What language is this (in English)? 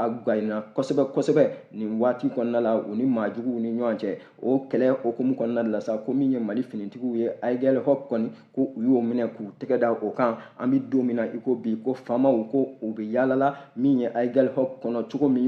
Bambara